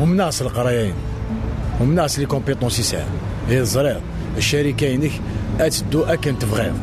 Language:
Kabyle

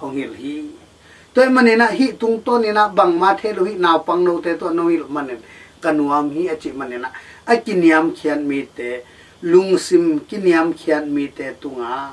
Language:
Tedim Chin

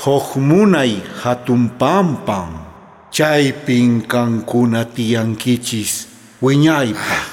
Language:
South Bolivian Quechua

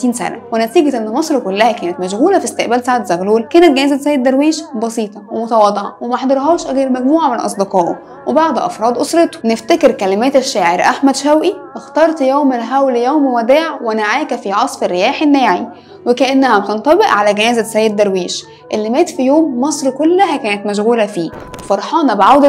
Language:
Egyptian Arabic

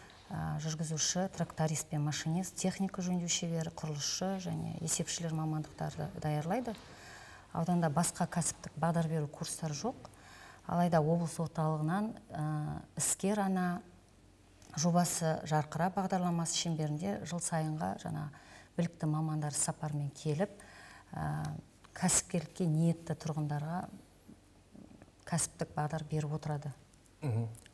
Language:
Kazakh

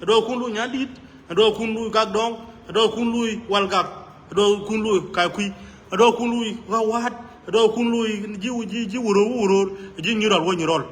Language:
Nuer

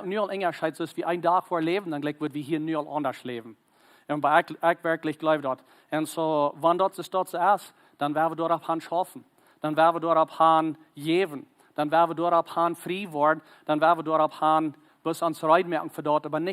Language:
Plautdietsch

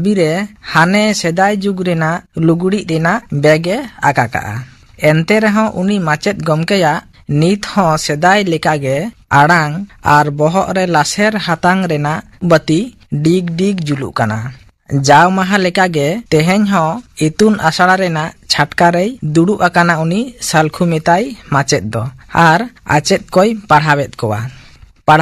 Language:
Santali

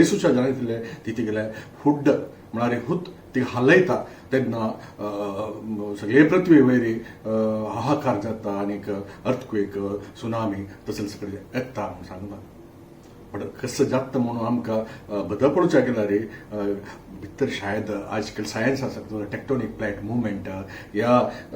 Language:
Konkani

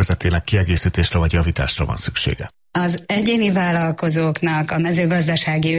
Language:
Hungarian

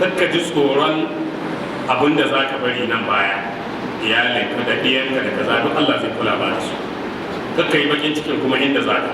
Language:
Hausa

